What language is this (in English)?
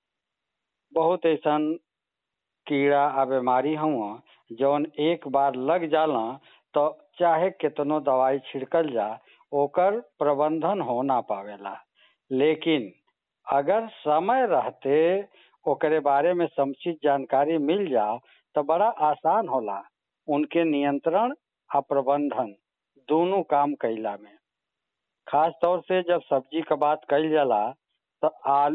Bhojpuri